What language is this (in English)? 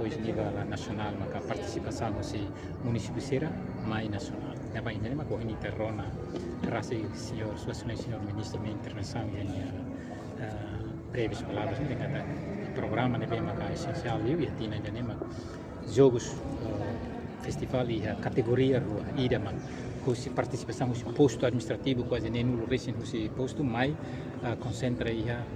Tetum